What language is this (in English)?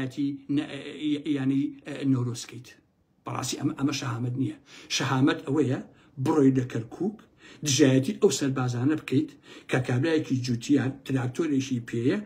Central Kurdish